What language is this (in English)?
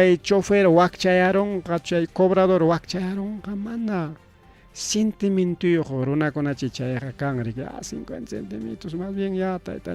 Ayacucho Quechua